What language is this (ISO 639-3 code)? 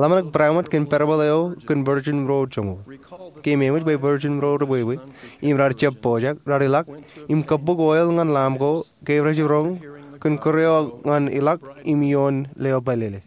mah